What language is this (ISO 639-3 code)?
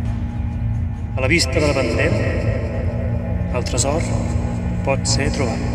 cat